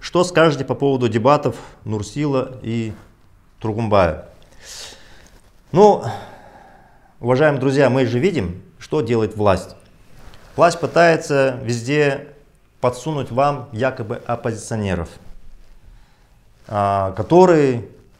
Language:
Russian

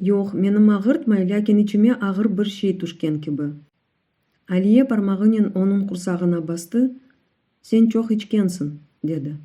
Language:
Crimean Tatar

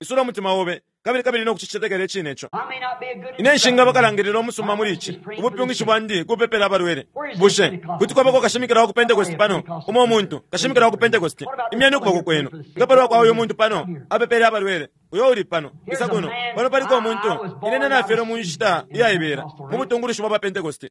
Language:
Bemba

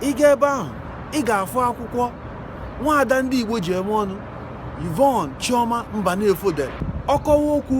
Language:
Igbo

